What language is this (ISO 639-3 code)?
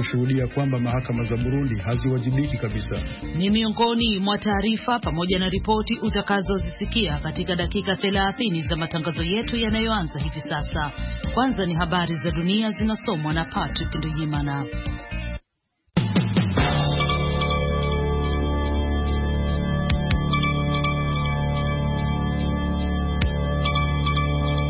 swa